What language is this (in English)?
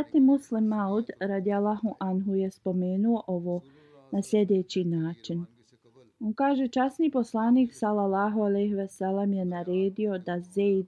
Bosnian